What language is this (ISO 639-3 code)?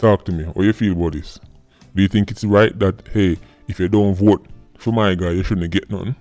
jam